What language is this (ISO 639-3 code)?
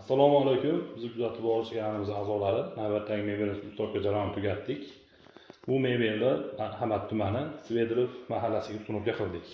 uzb